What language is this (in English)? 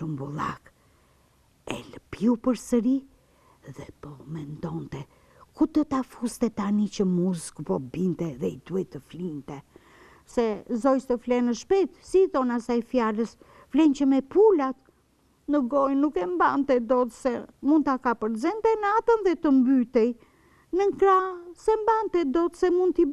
Albanian